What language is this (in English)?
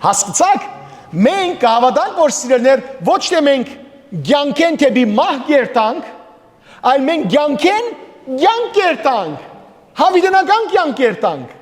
Western Armenian